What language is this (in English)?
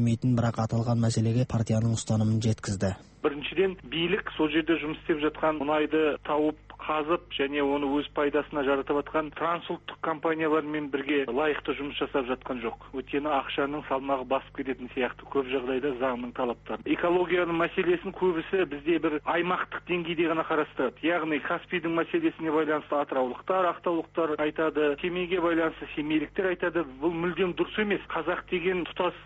Kazakh